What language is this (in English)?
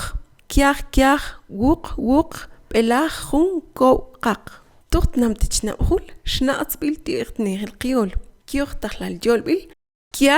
Mam